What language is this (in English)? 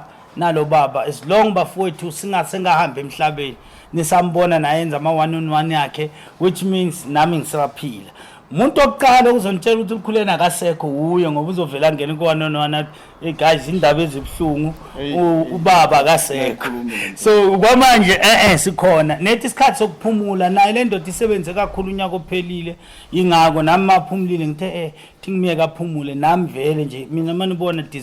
Zulu